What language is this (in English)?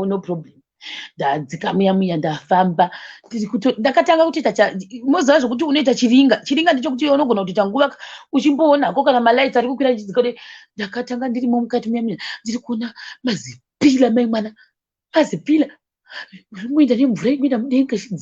Shona